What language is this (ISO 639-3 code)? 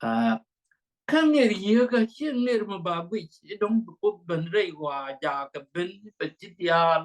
nus